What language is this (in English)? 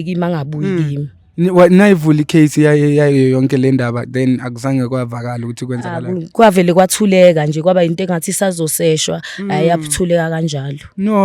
Zulu